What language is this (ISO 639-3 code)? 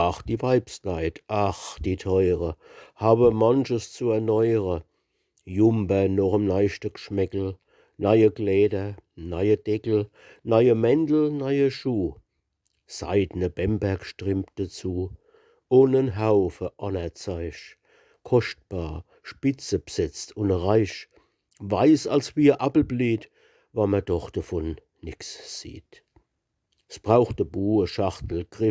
pfl